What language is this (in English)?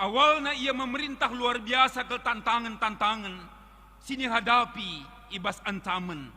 Batak Karo